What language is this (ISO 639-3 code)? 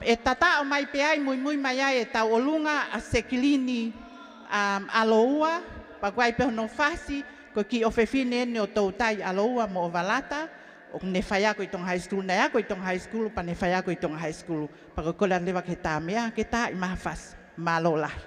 ton